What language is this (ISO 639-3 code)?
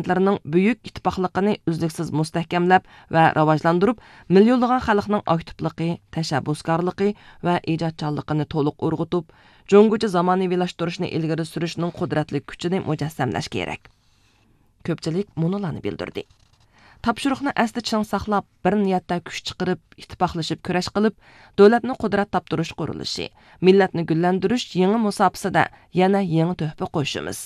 uig